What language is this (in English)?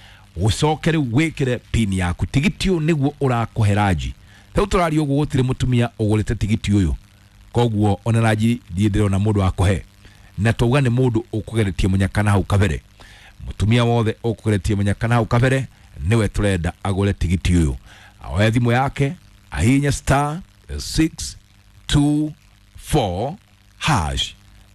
Kikuyu